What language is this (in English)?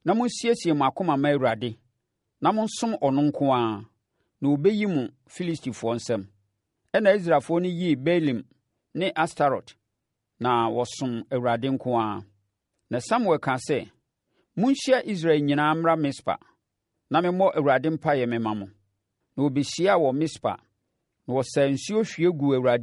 Akan